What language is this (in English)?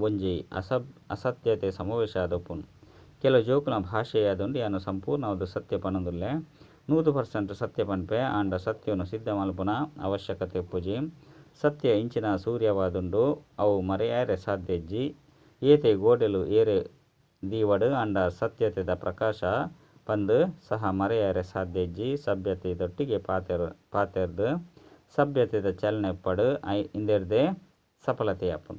Tulu